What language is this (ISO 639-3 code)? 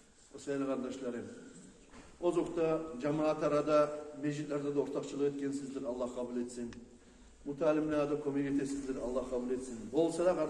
kum